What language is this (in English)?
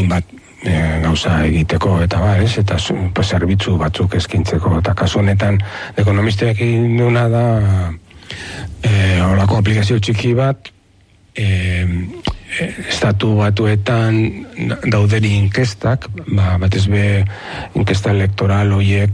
Basque